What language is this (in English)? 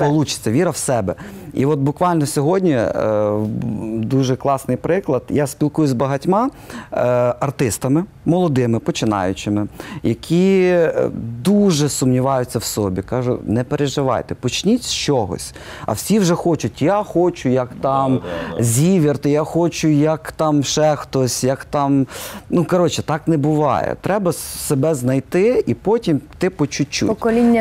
Ukrainian